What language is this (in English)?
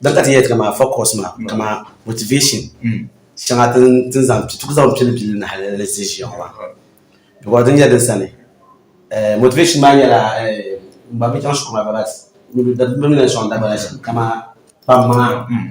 Dagbani